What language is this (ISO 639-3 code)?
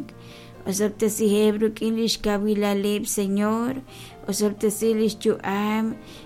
kek